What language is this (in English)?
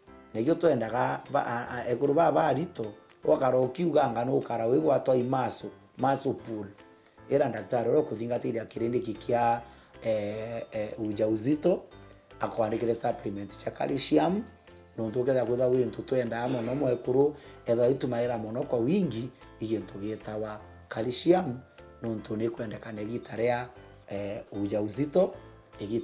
Meru